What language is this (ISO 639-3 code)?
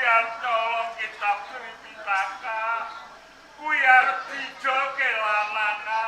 jav